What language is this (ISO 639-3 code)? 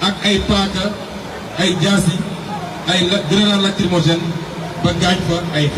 wol